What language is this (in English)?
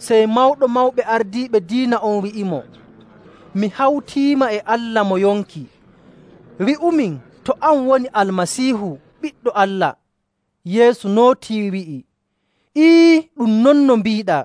Nigerian Fulfulde